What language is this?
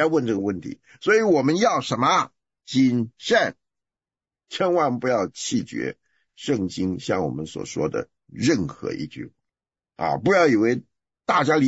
Chinese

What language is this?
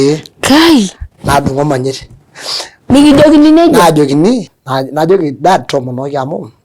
Masai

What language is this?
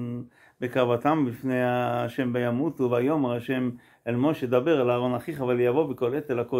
Hebrew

